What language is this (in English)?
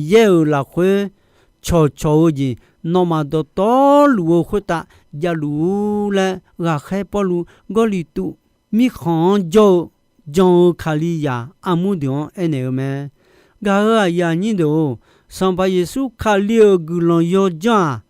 Akha